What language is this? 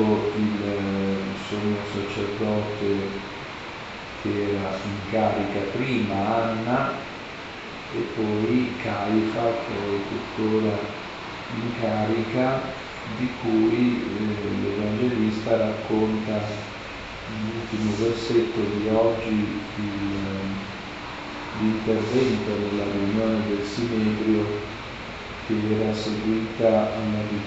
Italian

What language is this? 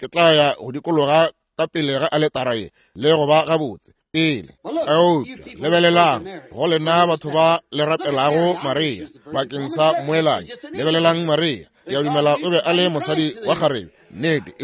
Northern Sotho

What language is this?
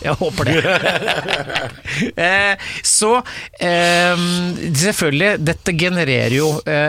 Norwegian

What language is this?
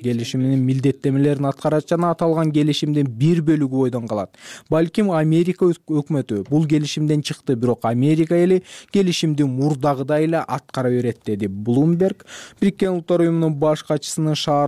Kyrgyz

